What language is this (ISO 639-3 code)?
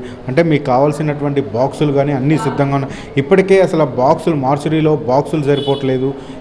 tel